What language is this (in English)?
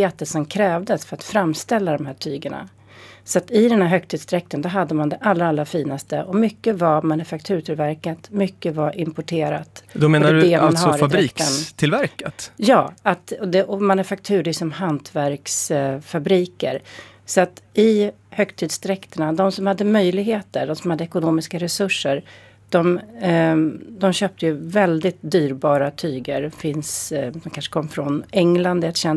Swedish